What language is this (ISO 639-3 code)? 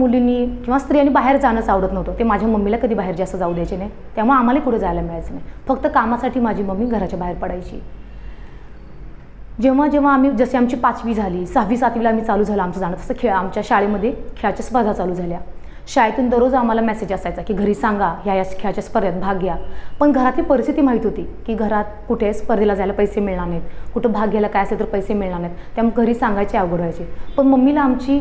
mar